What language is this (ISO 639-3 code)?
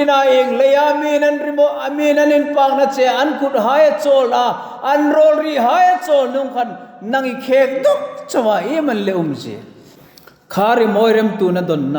hmr